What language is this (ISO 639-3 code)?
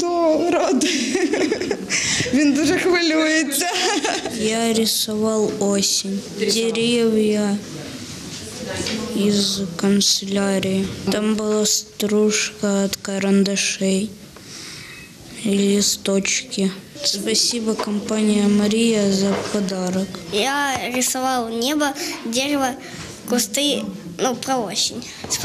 ukr